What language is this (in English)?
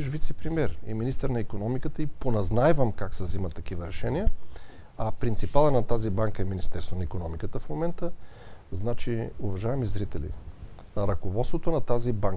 Bulgarian